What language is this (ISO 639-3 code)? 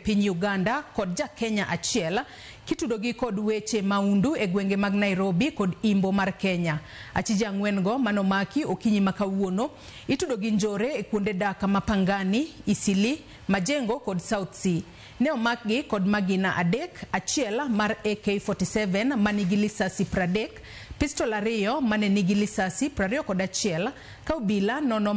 luo